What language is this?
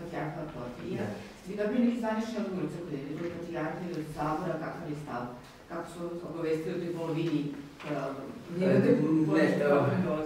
Serbian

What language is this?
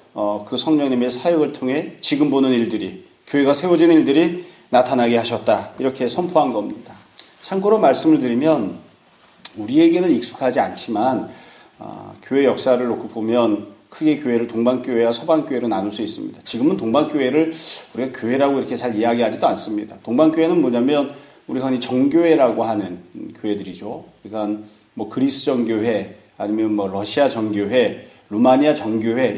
Korean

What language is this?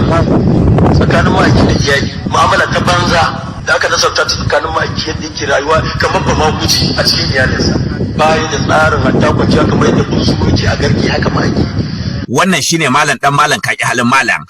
Hausa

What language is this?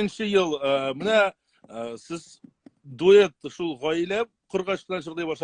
Tatar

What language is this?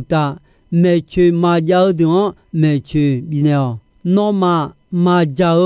Akha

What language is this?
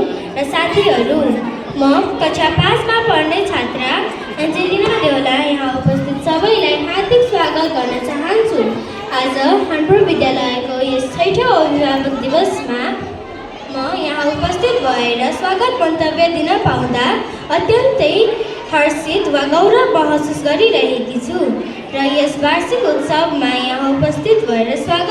Nepali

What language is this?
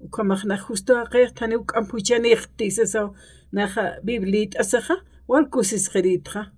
Aymara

